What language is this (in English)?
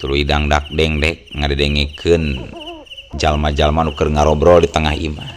Sundanese